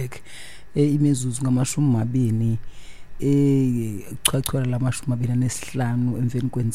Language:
Xhosa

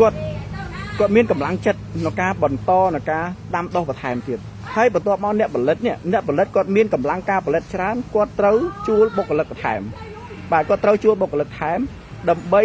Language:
Khmer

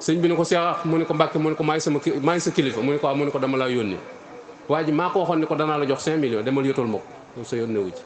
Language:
Wolof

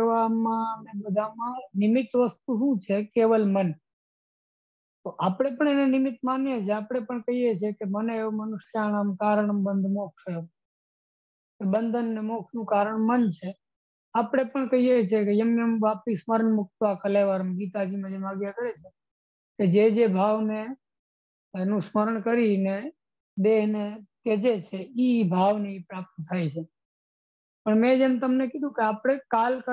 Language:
Gujarati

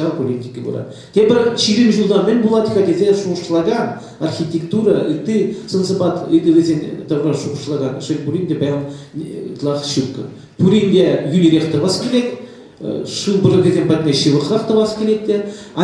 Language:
Chuvash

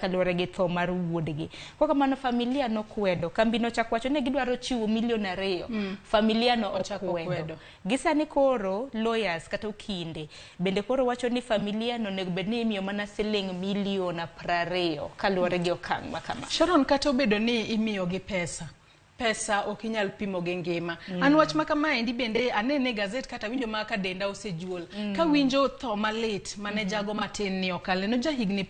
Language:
Luo (Kenya and Tanzania)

